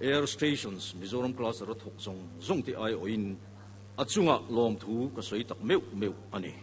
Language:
Mizo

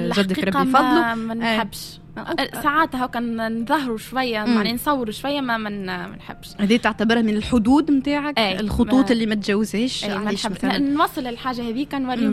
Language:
Tunisian Arabic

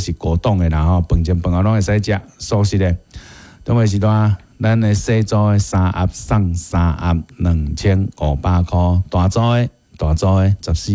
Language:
Min Nan Chinese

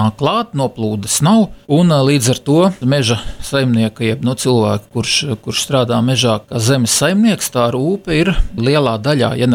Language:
Latvian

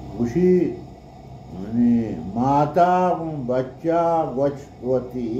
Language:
Baluchi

